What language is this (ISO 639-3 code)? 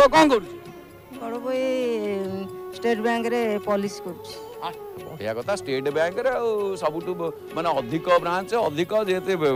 ori